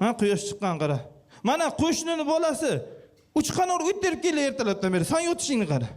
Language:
Uzbek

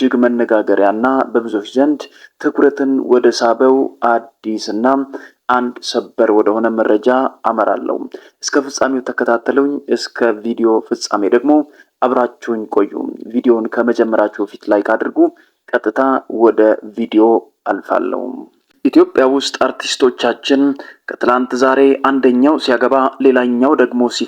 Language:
Amharic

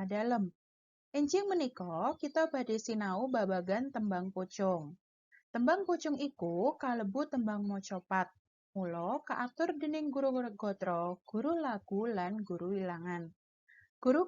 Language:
Javanese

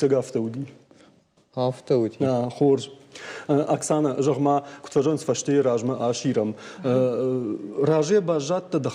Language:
Ossetic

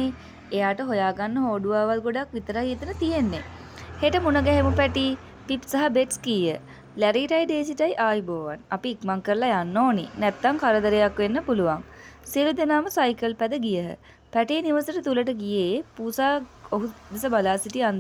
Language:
Sinhala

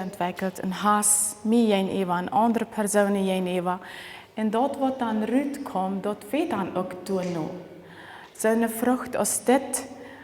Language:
Plautdietsch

